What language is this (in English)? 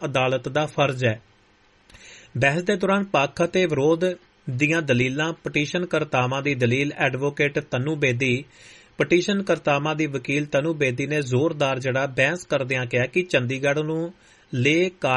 Punjabi